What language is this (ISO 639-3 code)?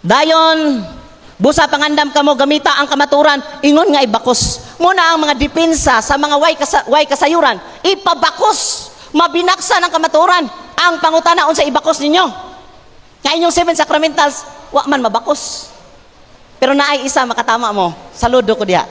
ceb